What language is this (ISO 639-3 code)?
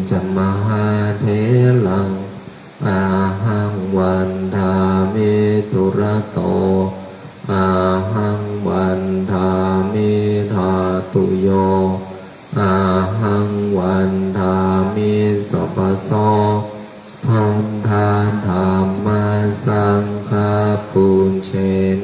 pli